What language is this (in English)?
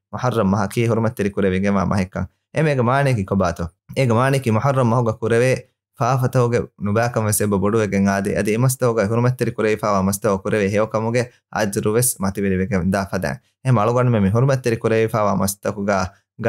Divehi